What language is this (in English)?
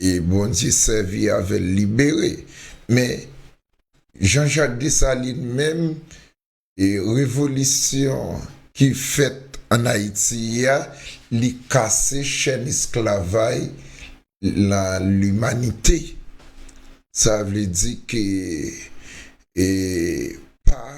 Haitian Creole